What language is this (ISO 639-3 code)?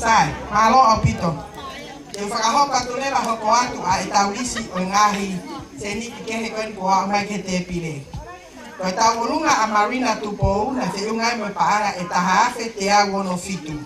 ton